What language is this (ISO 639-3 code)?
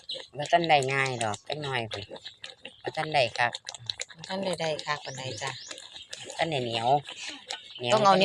tts